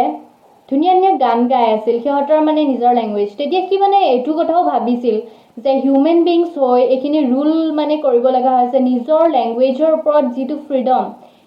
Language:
Assamese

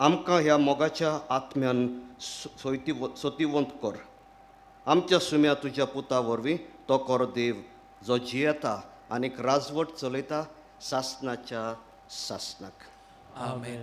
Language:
Konkani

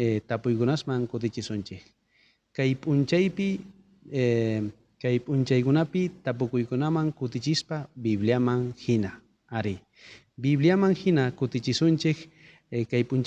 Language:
South Bolivian Quechua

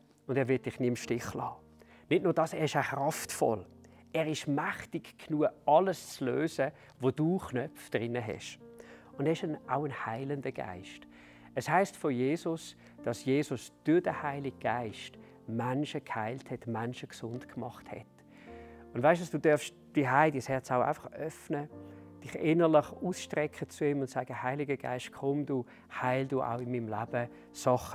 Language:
Swiss German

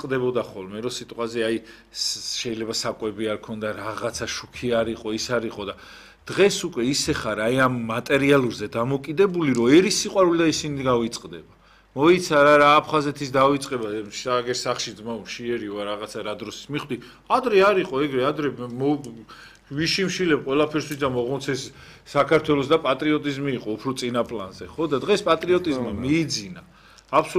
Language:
Georgian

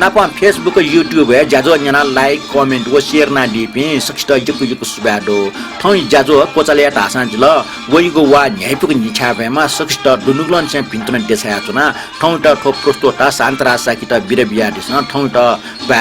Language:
Newari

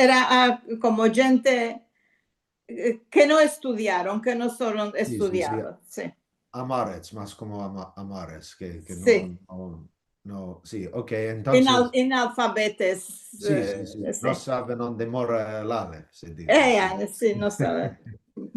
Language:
Ladino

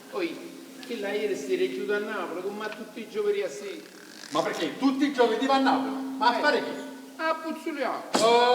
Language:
Neapolitan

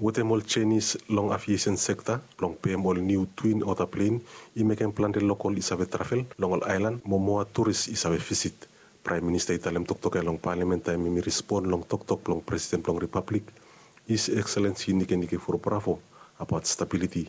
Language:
Bislama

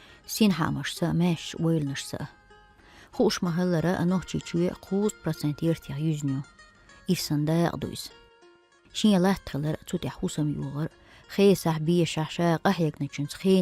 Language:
Chechen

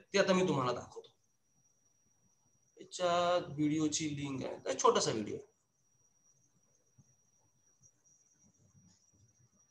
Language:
Marathi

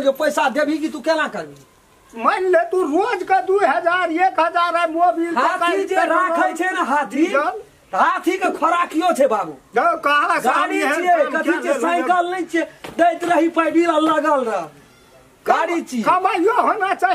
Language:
Maithili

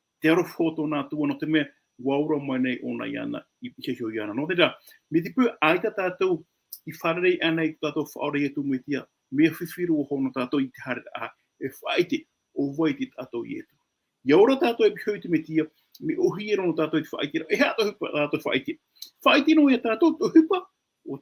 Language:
Tahitian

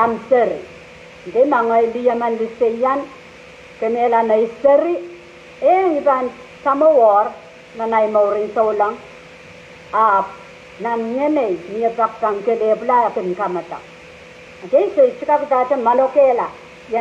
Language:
Pohnpeian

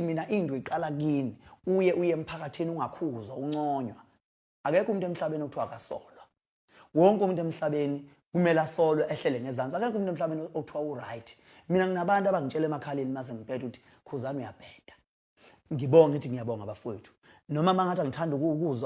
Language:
Zulu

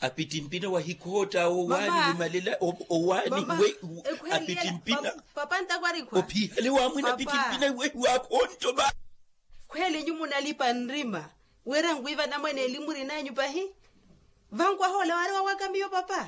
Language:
Makhuwa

